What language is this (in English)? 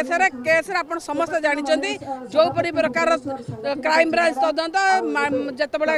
Odia